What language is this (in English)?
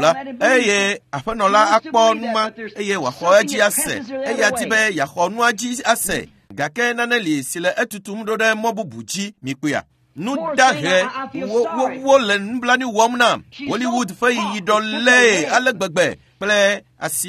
Ewe